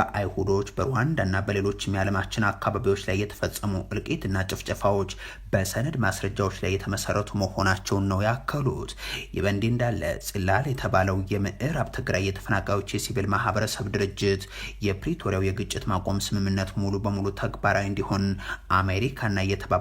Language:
Amharic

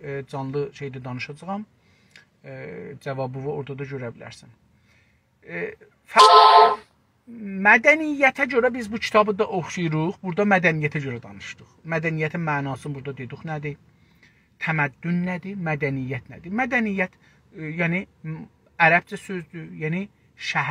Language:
South Azerbaijani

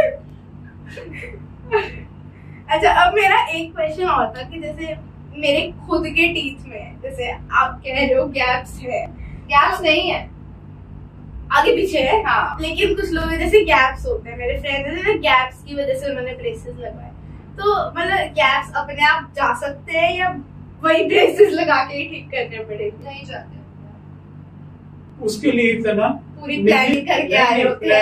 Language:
Hindi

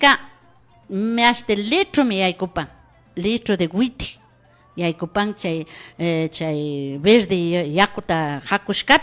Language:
Imbabura Highland Quichua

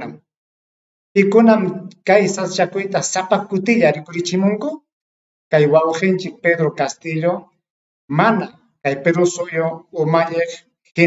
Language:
Ayacucho Quechua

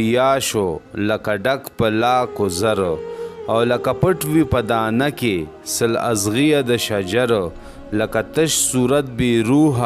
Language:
Pashto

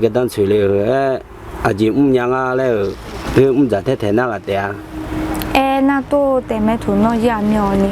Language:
Akha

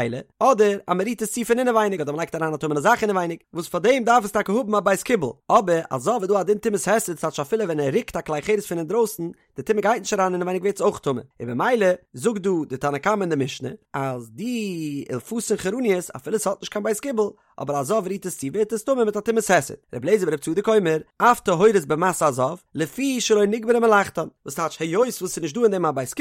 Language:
Yiddish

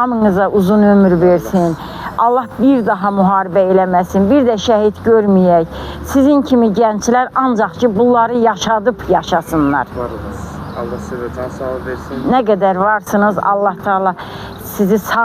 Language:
Azerbaijani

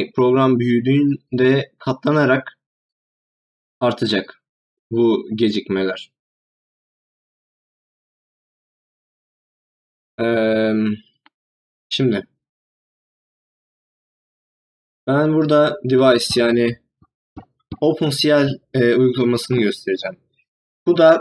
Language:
Turkish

